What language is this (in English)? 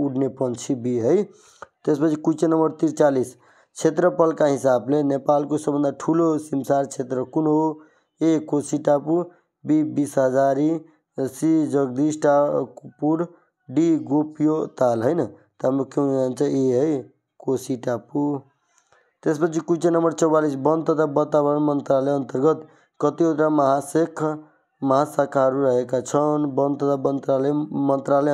Nepali